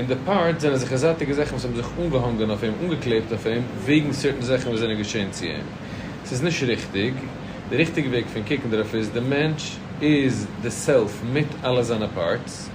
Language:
Yiddish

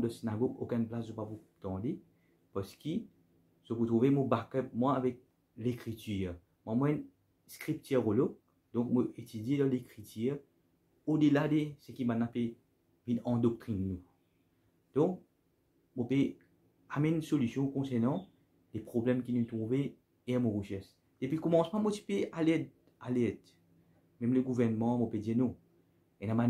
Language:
Morisyen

